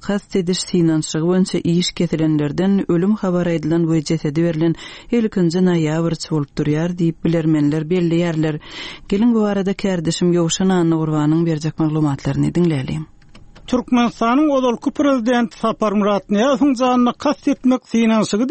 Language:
Turkmen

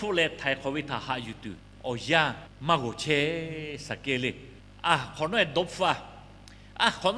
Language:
Lahu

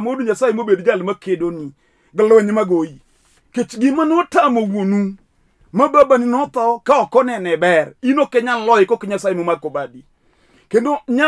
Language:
Luo (Kenya and Tanzania)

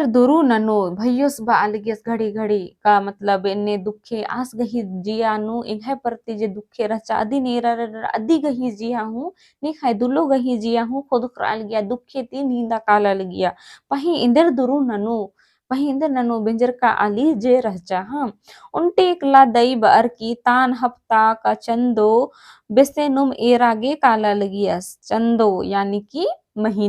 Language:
Kurukh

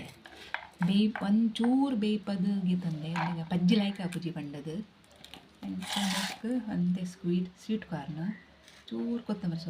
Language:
Tulu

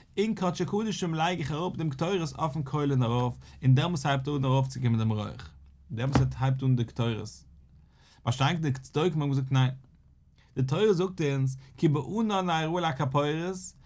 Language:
Yiddish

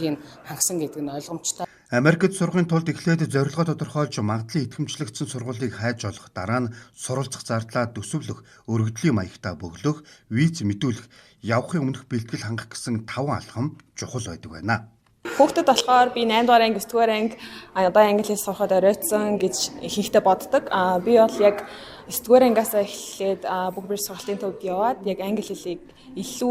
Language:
Mongolian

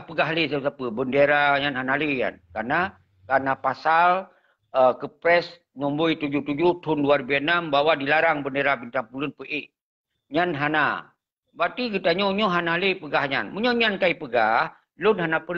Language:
Achinese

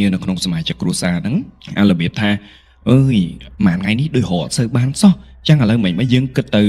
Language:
Khmer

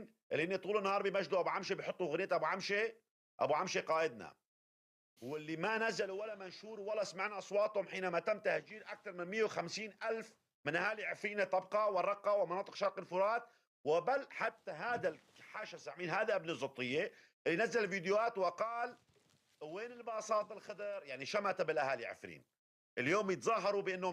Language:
North Levantine Arabic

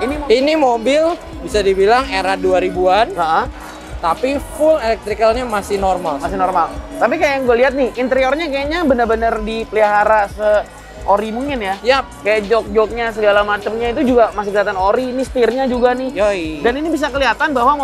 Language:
Indonesian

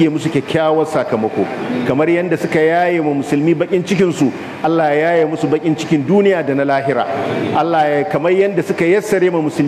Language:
Hausa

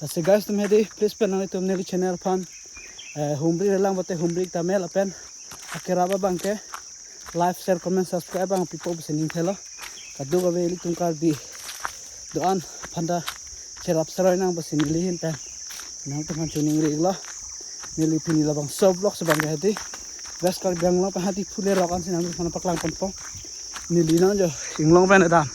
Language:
Karbi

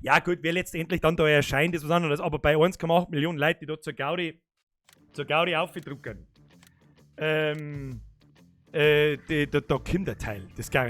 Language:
Bavarian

